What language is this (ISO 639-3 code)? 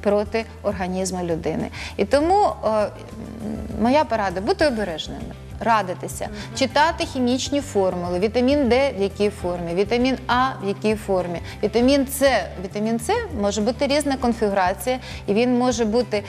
ukr